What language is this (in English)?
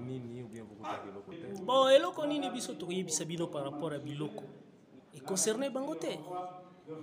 Lingala